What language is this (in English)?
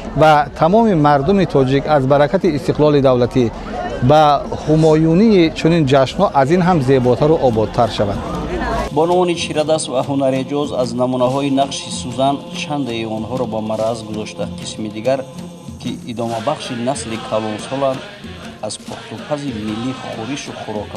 Tajik